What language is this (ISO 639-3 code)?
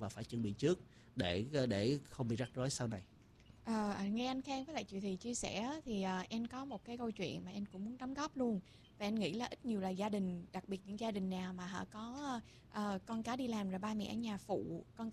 vie